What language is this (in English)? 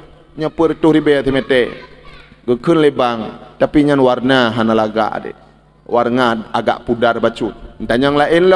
Achinese